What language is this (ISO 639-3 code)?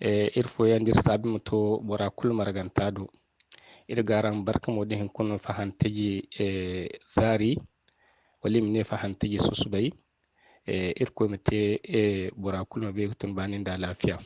dje